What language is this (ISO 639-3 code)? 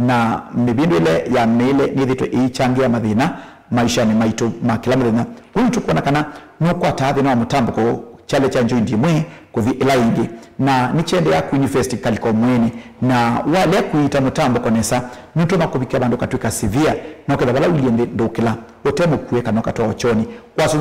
kam